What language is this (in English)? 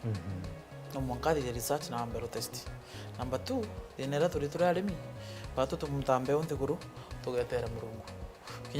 Meru